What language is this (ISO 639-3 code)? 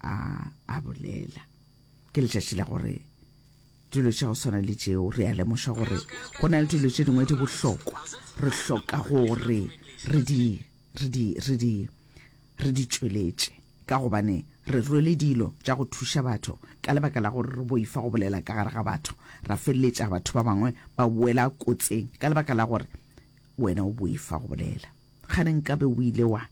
nso